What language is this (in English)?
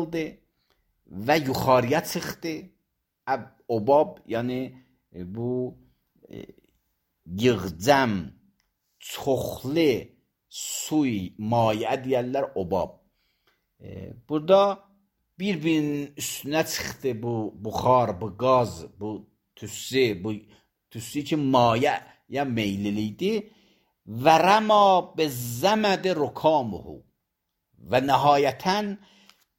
Azerbaijani